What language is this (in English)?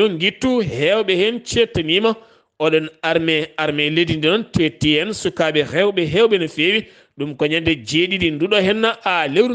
Fula